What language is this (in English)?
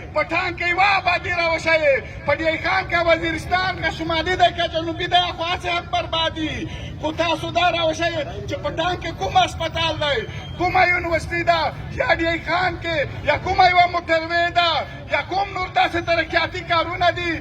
Pashto